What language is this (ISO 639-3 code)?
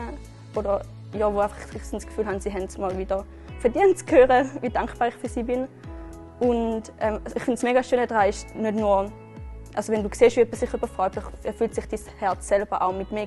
gsw